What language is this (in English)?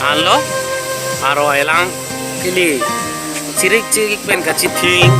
Karbi